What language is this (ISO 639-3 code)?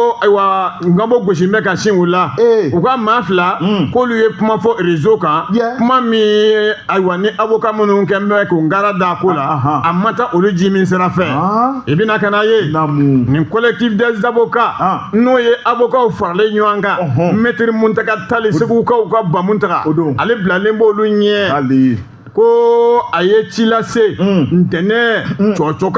bam